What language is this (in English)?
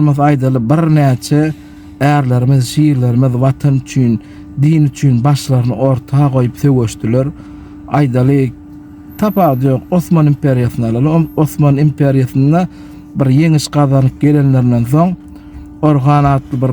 Turkmen